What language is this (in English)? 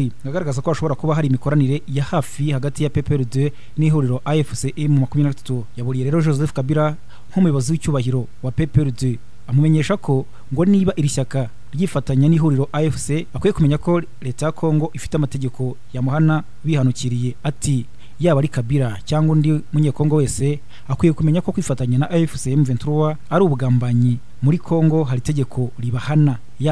Kinyarwanda